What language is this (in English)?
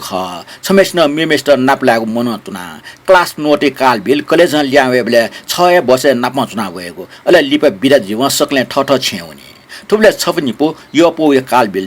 Newari